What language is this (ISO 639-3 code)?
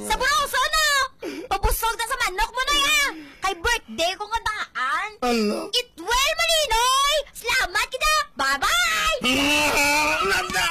hil